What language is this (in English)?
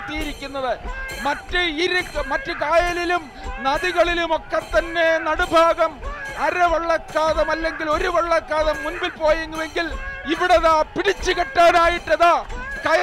Malayalam